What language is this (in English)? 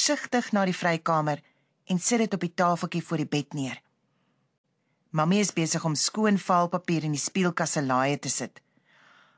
Afrikaans